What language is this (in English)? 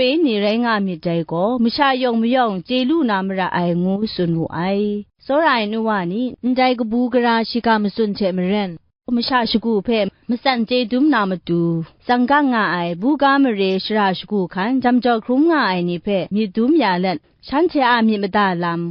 Kachin